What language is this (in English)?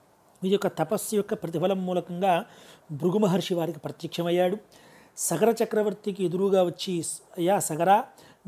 Telugu